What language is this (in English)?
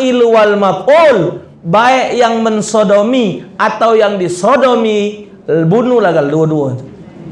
Musi